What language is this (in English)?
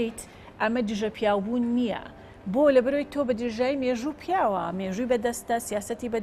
Central Kurdish